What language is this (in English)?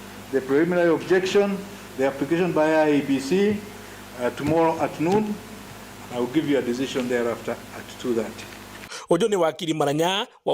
Meru